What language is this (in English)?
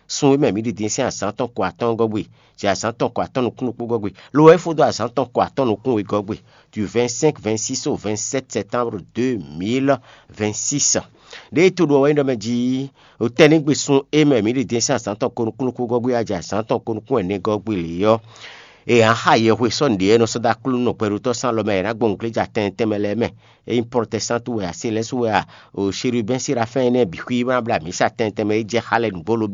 Fon